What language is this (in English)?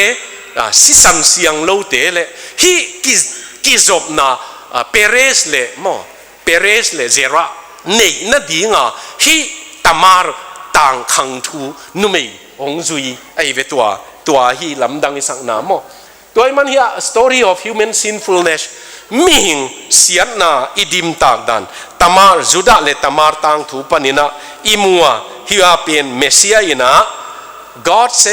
Tedim Chin